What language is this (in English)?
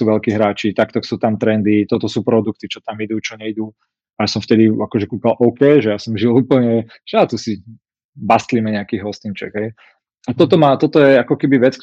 Slovak